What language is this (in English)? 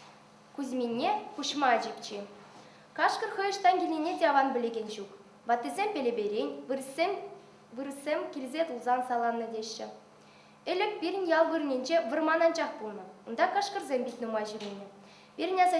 Chuvash